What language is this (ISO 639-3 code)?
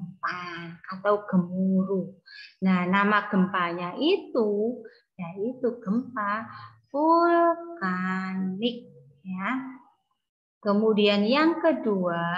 ind